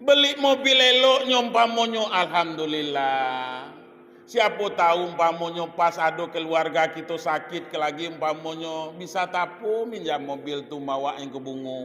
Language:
Minangkabau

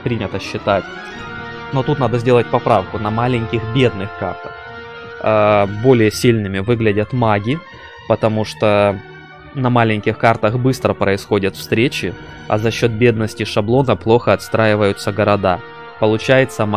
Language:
Russian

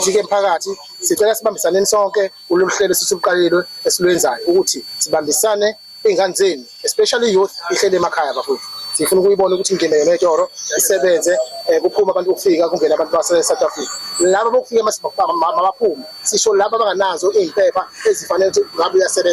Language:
Zulu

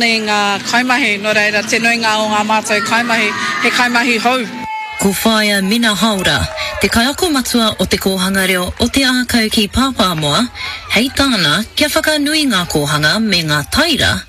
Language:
Māori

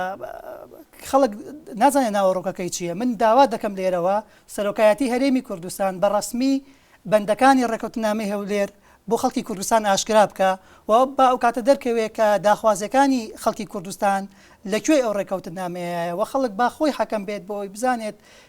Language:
Central Kurdish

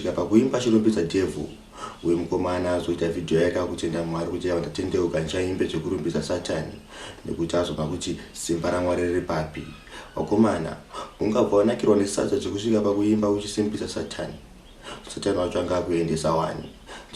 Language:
Shona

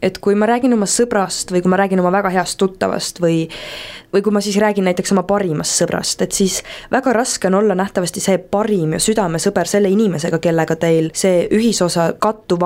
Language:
Estonian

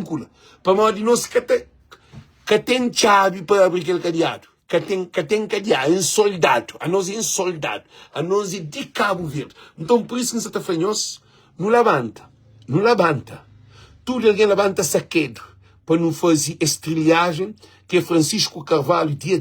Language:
Kabuverdianu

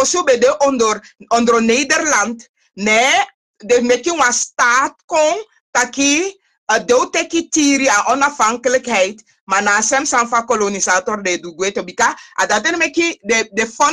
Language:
Sranan Tongo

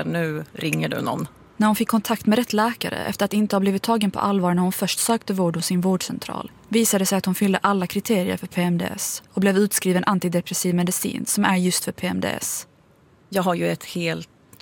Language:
Swedish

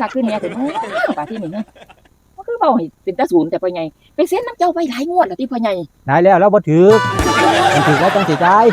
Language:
Northeastern Thai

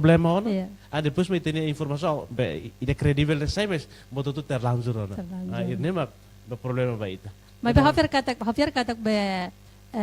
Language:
Tetum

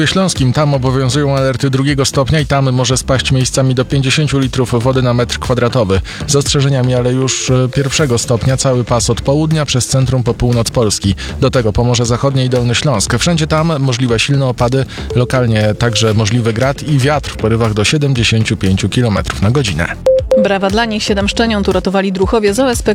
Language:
Polish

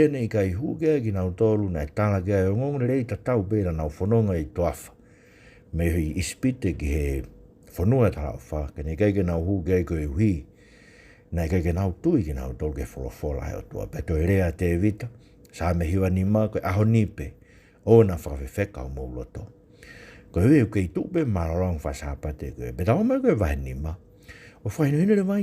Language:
Tongan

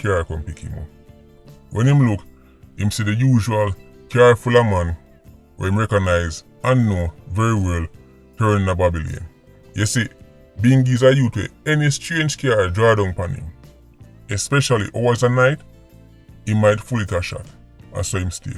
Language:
Jamaican Creole English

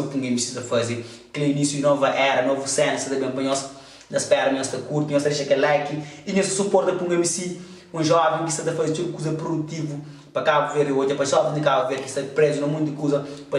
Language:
Kabuverdianu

